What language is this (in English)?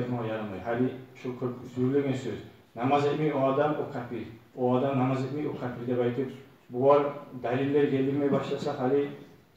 Kumyk